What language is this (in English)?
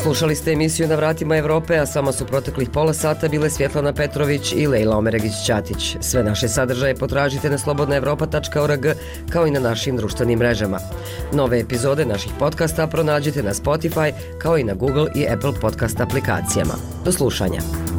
Bosnian